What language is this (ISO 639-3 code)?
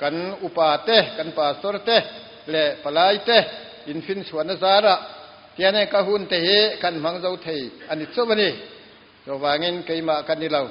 lus